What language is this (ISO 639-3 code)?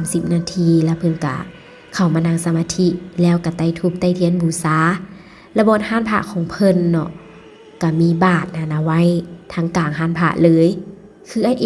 lao